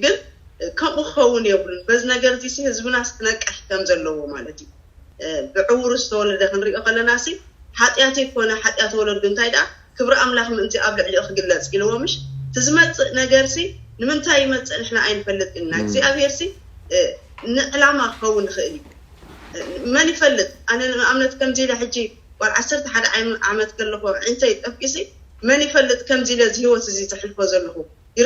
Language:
Tigrinya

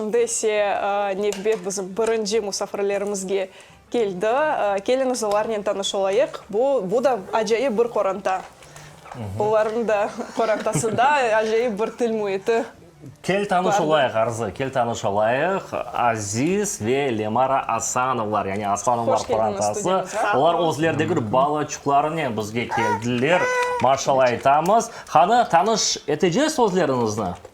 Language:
Crimean Tatar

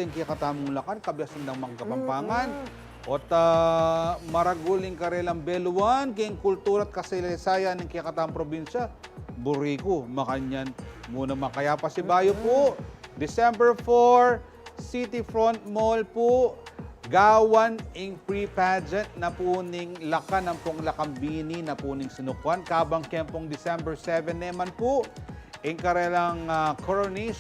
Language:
Pampanga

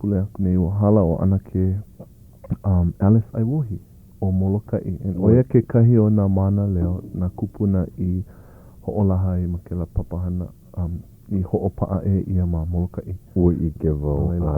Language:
Hawaiian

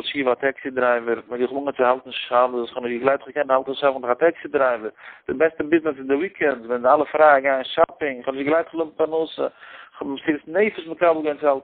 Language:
Yiddish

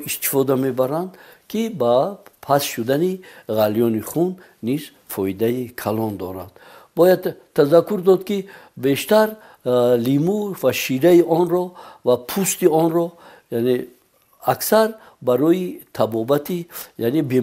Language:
Tajik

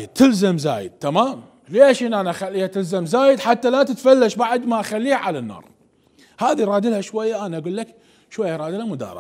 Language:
Mesopotamian Arabic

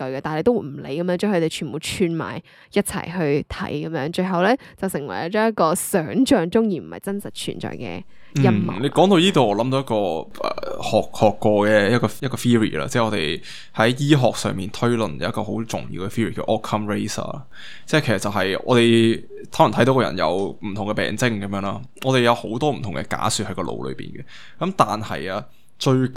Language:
Cantonese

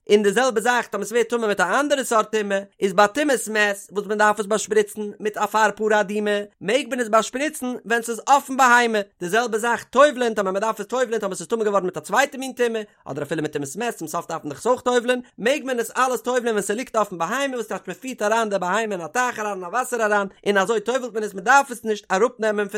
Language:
Yiddish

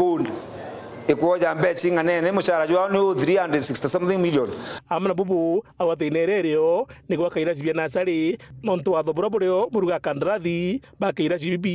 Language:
Meru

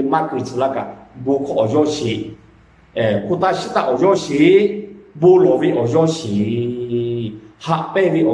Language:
Lahu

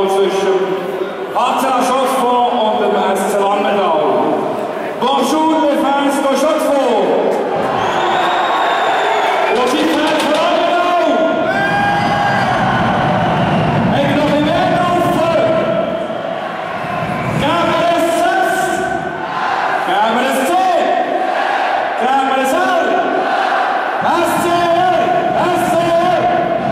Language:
German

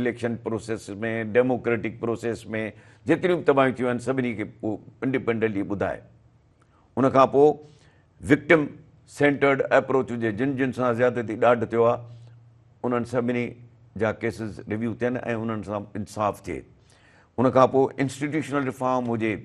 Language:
Sindhi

